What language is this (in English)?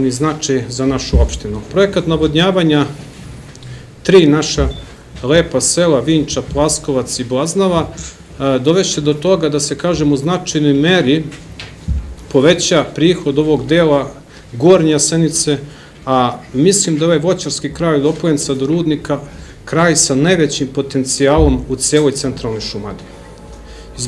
Serbian